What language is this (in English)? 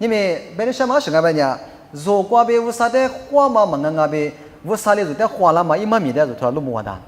Lisu